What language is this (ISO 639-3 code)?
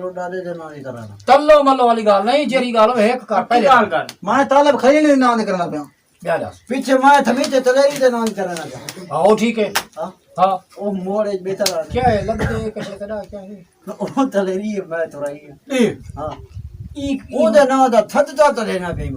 skr